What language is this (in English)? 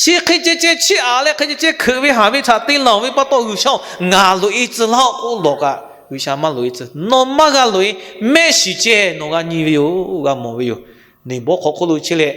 Lahu